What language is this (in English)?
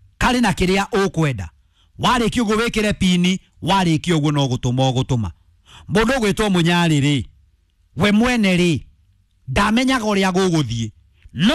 Kikuyu